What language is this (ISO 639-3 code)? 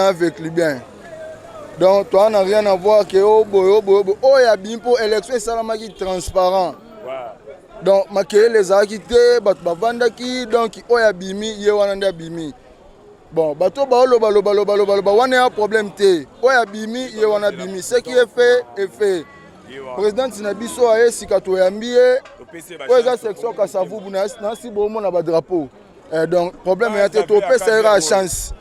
lin